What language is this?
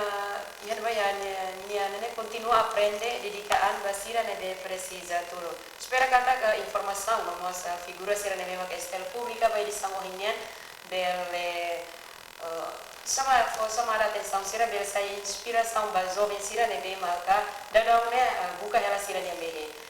Tetum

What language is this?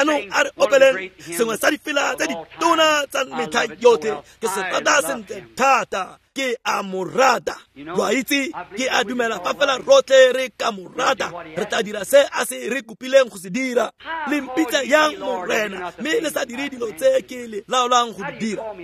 Tswana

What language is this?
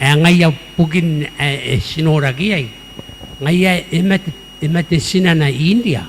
Gilbertese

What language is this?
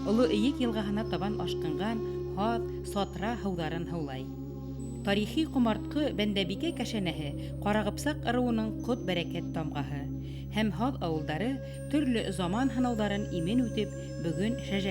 Bashkir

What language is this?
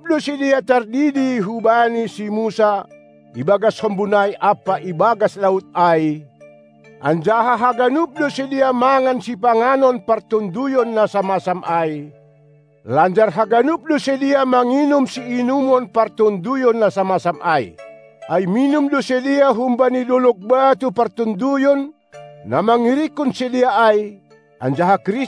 Batak Simalungun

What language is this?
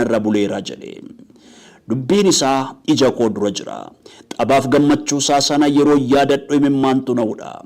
Oromo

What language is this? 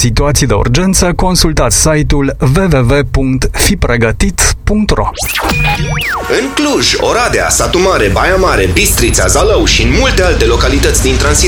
Romanian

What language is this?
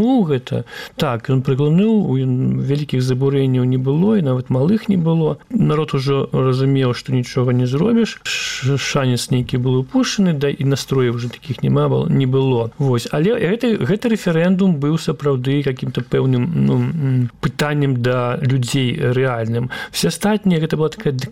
Belarusian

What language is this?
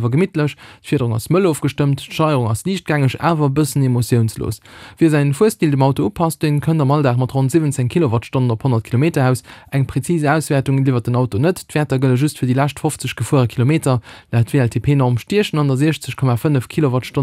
Luxembourgish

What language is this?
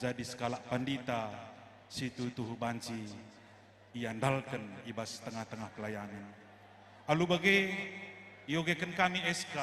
Batak Karo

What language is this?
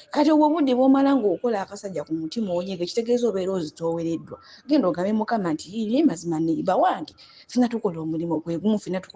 Ganda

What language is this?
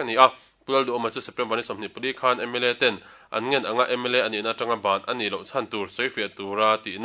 Mizo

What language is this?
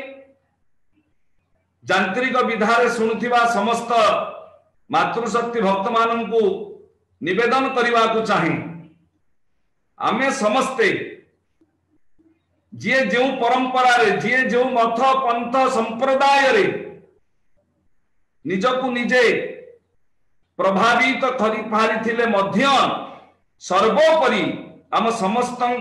Odia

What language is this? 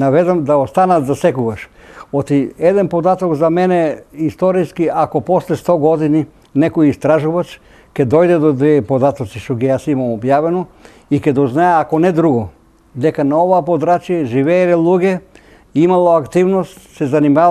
Macedonian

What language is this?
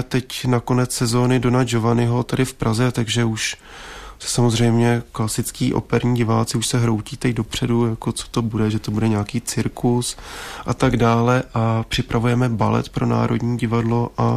Czech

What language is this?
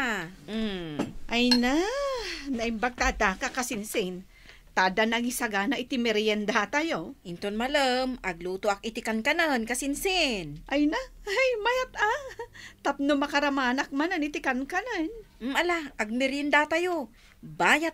Iloko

